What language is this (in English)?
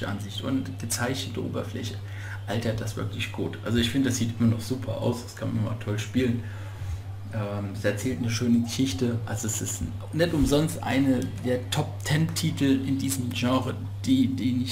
German